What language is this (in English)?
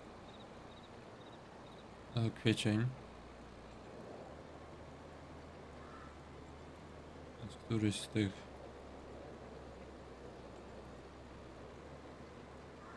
Polish